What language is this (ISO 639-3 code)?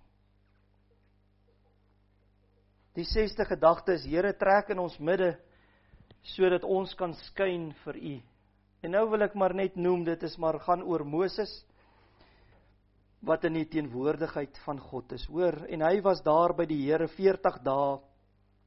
afr